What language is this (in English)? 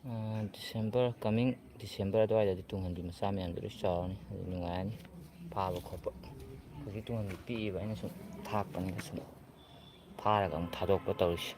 Manipuri